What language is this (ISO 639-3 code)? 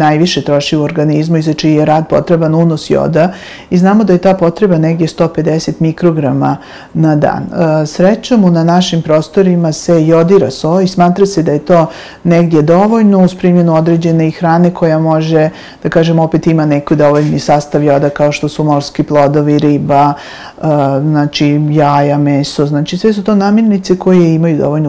srp